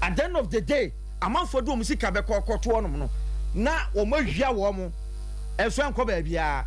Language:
Akan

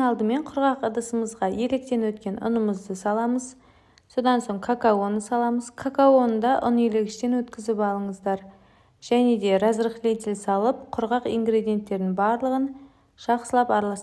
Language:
Kazakh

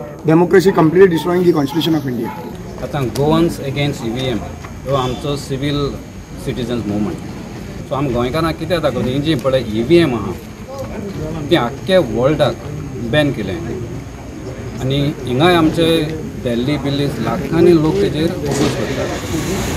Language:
Konkani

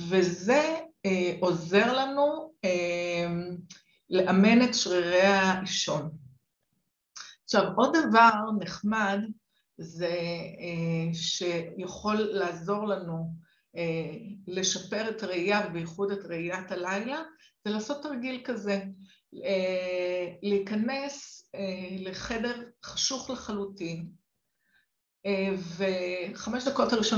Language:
Hebrew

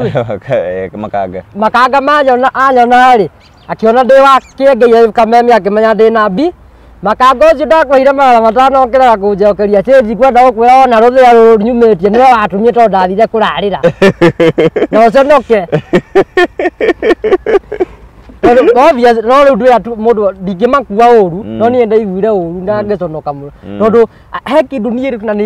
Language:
Kikuyu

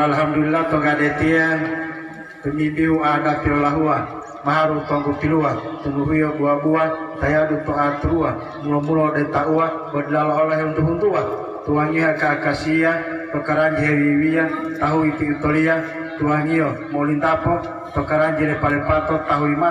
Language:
Gorontalo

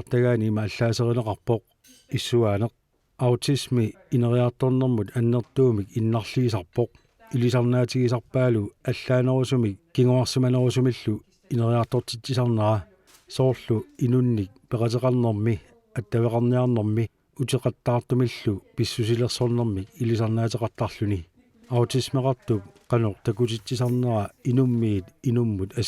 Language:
Kalaallisut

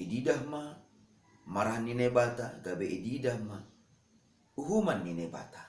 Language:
Batak Simalungun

